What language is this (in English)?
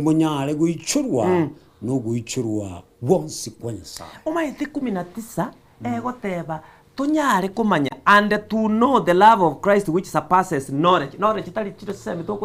Gusii